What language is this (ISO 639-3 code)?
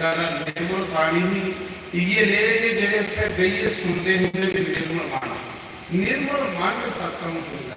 doi